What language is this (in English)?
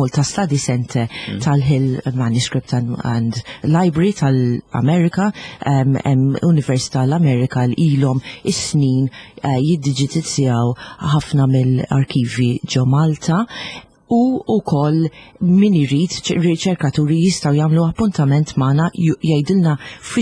Maltese